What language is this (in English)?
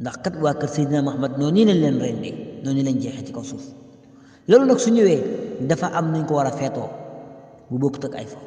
Wolof